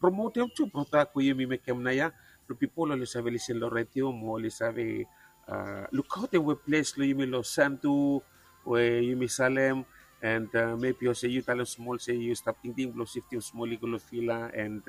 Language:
Bislama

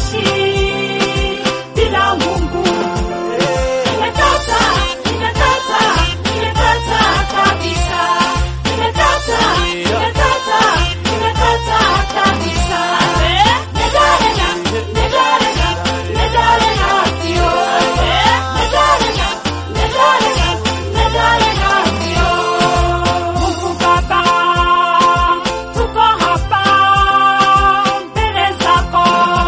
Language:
Swahili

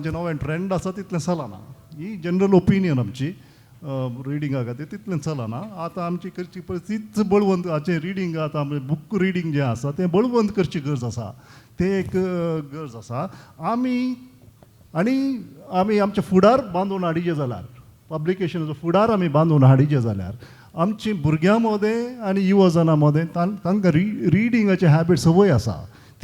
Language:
Konkani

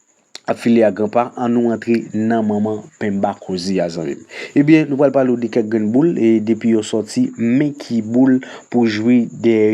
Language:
Haitian Creole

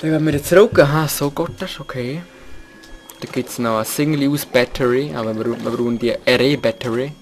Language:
Swiss German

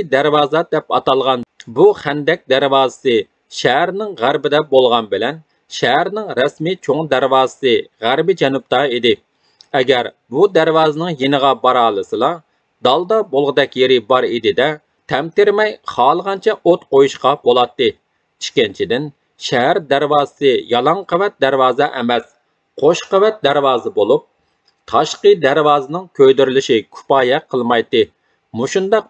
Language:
Uyghur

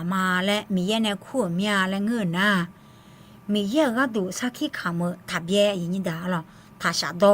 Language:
Akha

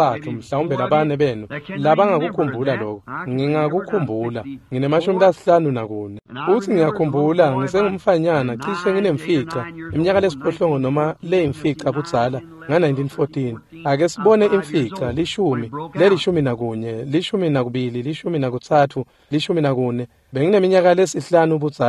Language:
Swati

